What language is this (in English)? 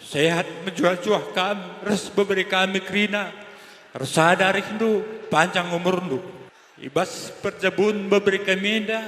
Batak Karo